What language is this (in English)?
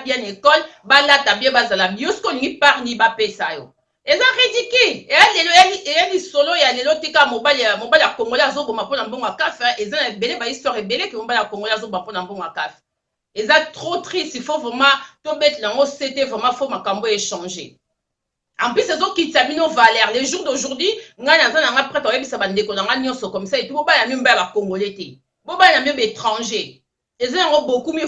Lingala